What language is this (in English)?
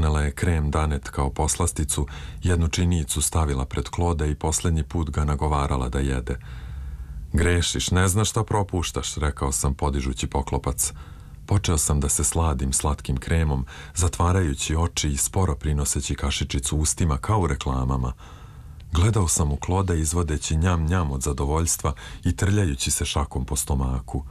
Serbian